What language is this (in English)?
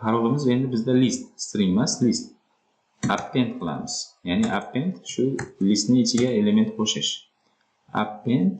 Uzbek